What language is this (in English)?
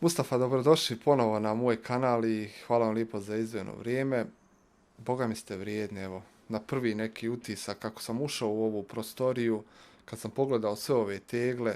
Bosnian